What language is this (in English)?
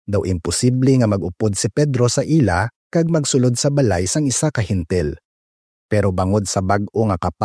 Hiligaynon